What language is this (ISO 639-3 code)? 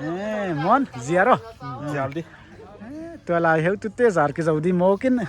pck